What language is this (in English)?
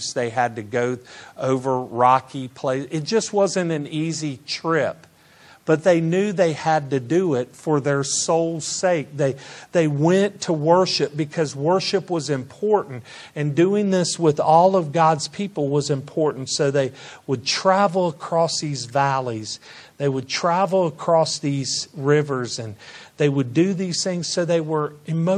English